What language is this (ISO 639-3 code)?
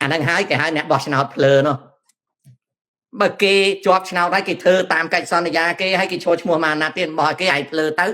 khm